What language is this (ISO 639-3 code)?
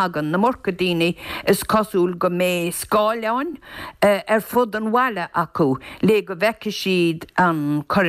gle